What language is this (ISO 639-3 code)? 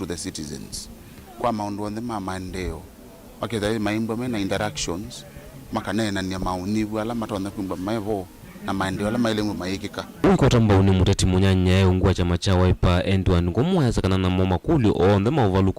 kam